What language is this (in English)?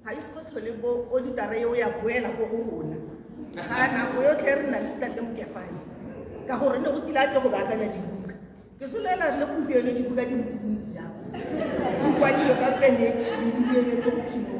Tswana